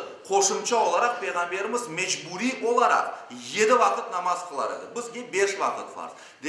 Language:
Crimean Tatar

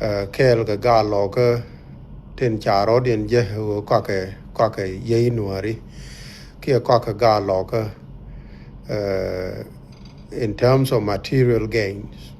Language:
Nuer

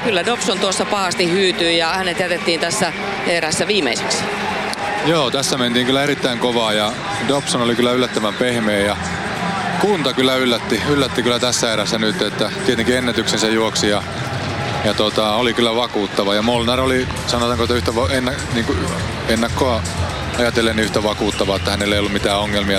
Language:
Finnish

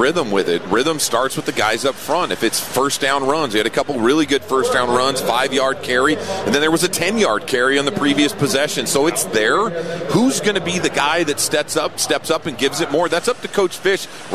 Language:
English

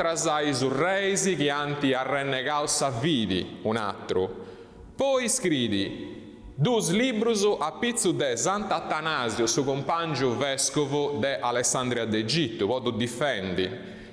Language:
Sardinian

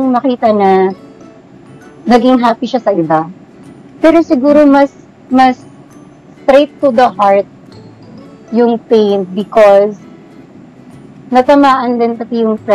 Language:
Filipino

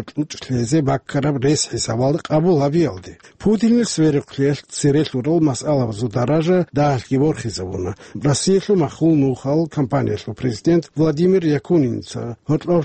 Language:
Avaric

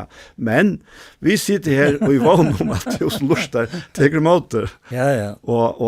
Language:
Faroese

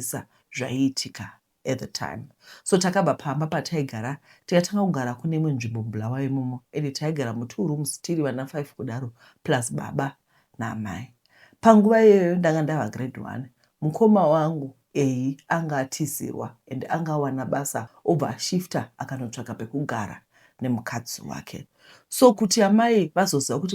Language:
Shona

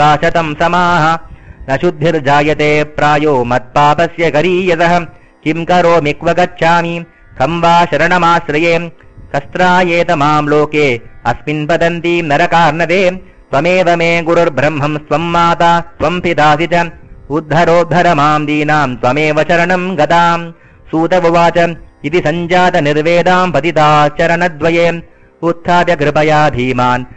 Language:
Sanskrit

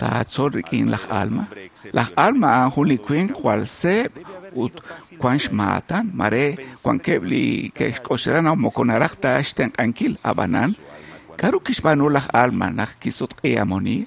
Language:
Kekchí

